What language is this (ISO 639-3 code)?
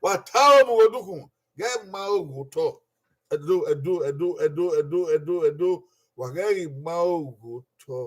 bin